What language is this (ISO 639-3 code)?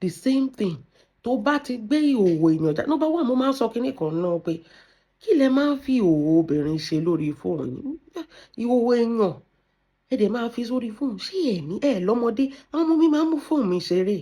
yor